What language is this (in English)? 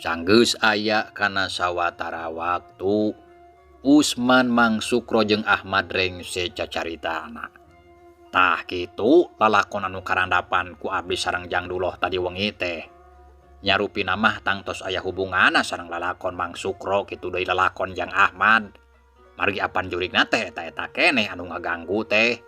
Sundanese